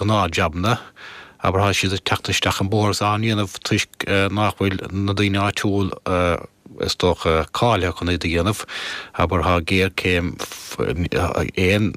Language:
Irish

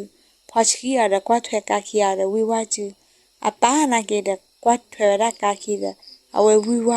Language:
S'gaw Karen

